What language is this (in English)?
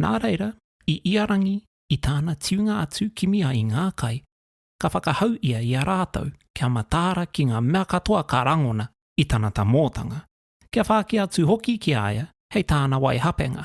Māori